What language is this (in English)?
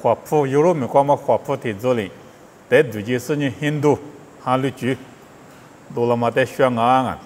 Lisu